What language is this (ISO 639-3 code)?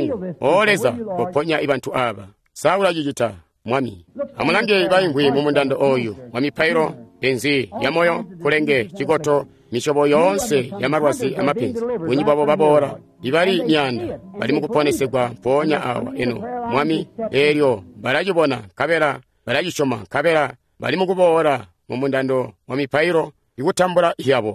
toi